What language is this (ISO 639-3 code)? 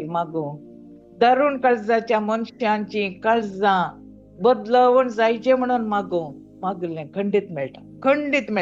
kok